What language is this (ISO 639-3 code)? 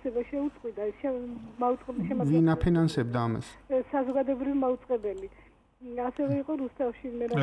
kat